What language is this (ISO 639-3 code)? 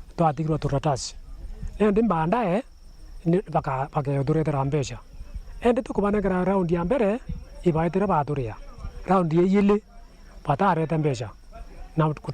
mer